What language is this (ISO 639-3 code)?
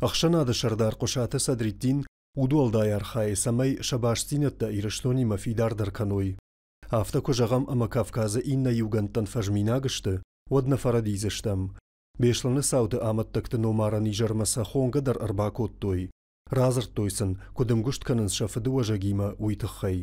oss